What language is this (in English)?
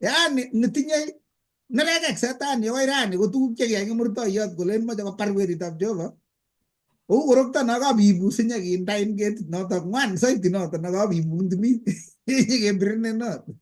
Kalenjin